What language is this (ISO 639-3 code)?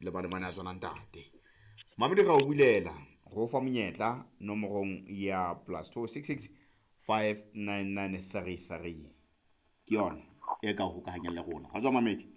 sot